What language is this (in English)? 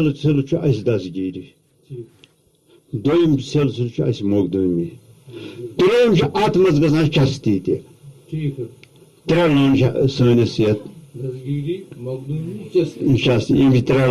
Kashmiri